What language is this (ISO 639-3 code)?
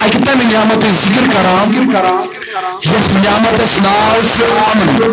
kas